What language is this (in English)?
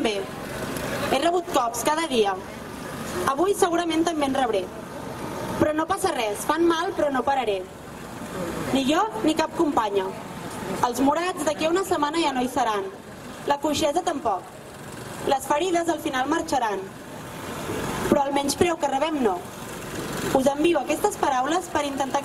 Catalan